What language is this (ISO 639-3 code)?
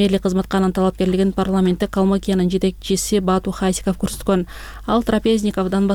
kir